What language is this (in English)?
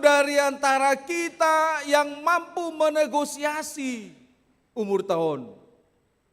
Batak Toba